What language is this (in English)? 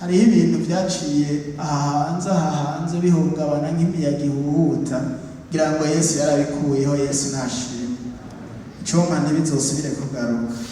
Rundi